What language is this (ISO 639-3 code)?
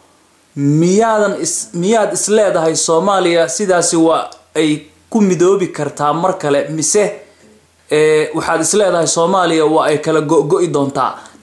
som